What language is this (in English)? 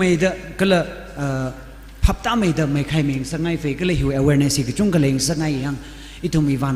Tangkhul Naga (India)